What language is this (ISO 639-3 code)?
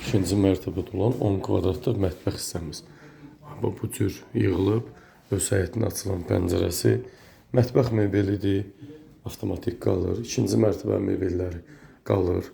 aze